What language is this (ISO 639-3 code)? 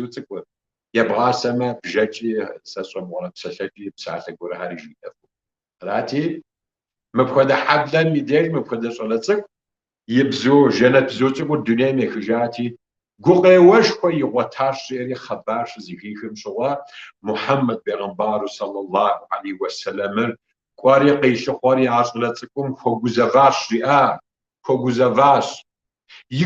kbd